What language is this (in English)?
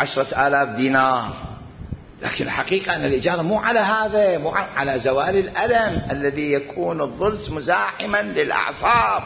Mesopotamian Arabic